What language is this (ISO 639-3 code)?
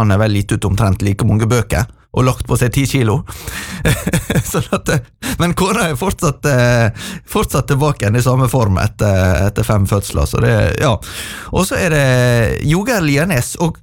nor